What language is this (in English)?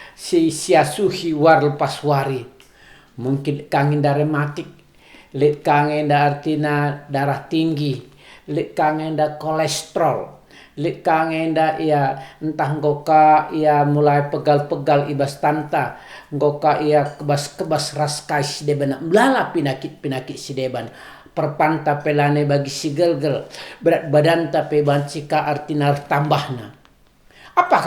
Batak Karo